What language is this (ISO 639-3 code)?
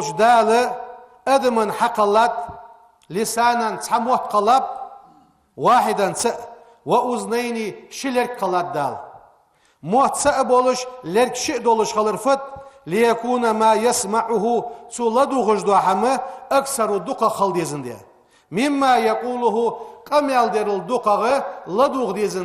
inh